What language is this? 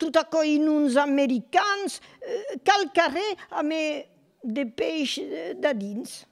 Occitan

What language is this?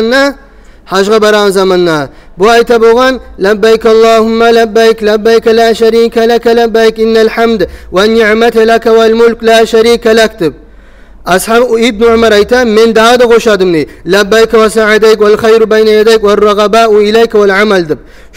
Kumyk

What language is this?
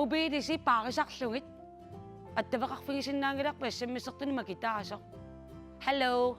Kalaallisut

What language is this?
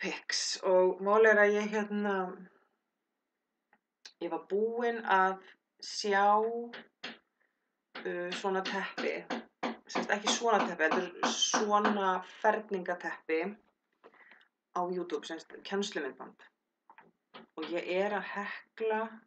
Icelandic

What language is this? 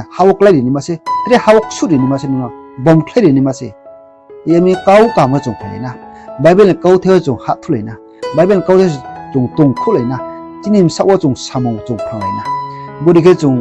Riang (India)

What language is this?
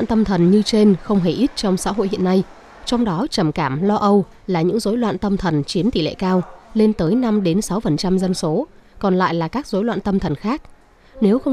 Vietnamese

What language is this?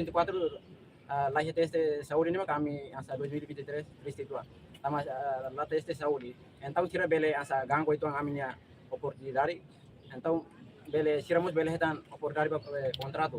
Tetum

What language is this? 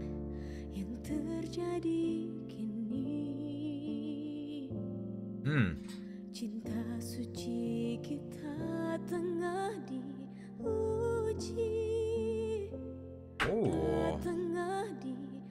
Indonesian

